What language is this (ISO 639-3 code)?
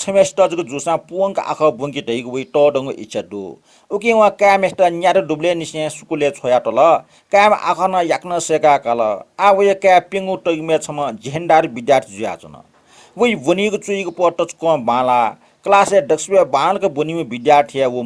new